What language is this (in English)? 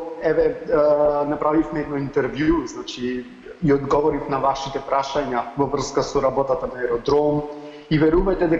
Macedonian